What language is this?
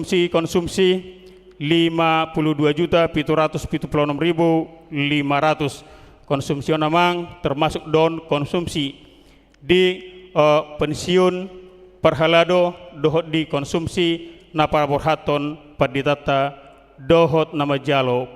Batak Toba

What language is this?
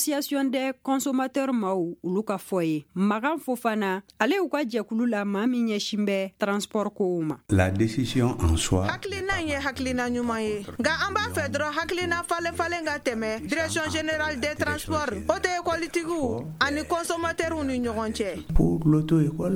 Bambara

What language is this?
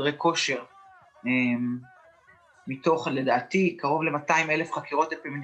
Hebrew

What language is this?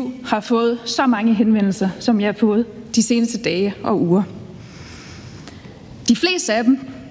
Danish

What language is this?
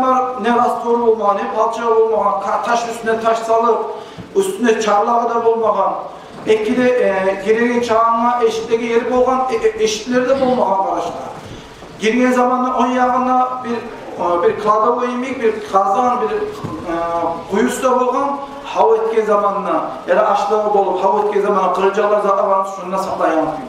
Kumyk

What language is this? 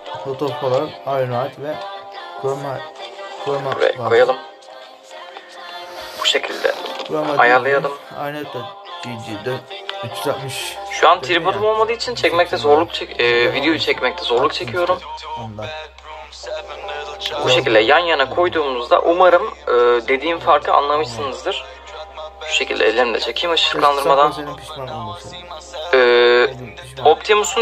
Turkish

